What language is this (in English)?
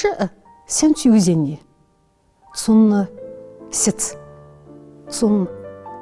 Ingush